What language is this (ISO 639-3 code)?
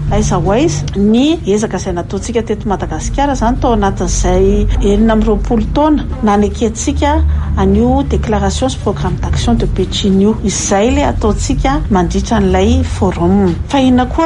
mlg